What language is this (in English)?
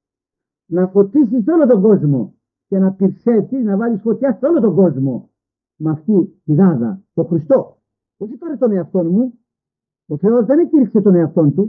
Greek